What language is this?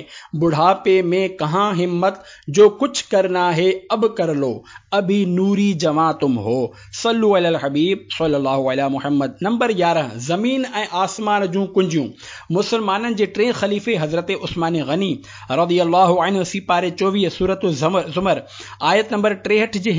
Sindhi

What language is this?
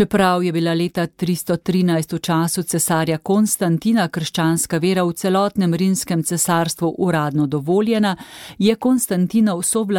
Slovenian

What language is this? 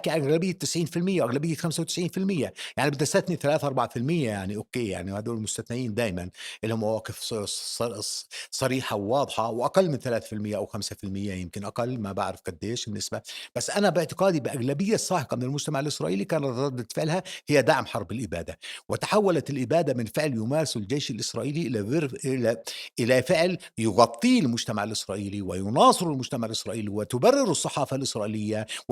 North Levantine Arabic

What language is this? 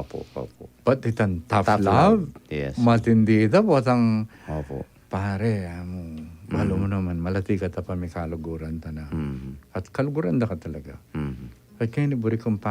Pampanga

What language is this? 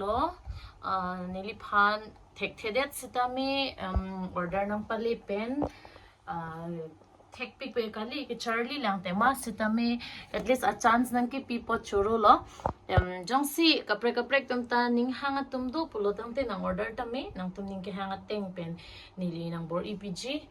Karbi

